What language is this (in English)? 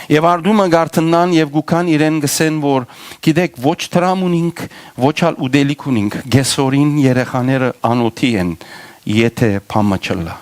Western Armenian